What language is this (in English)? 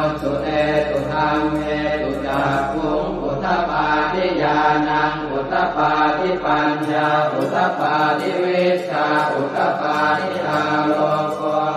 Pali